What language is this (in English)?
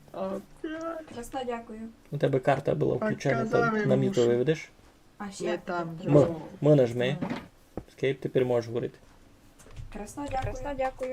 Rusyn